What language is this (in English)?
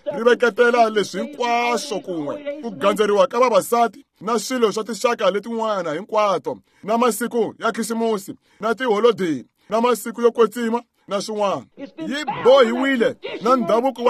Tsonga